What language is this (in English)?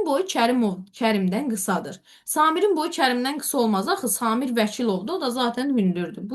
Azerbaijani